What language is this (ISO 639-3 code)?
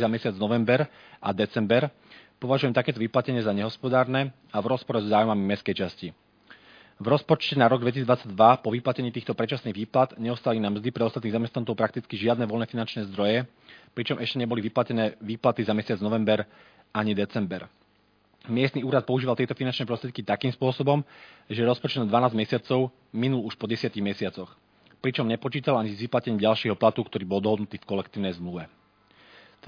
slk